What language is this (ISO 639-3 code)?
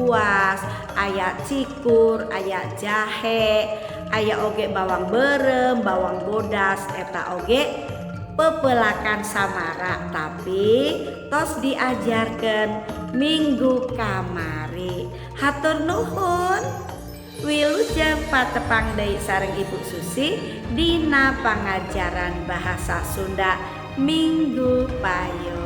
sun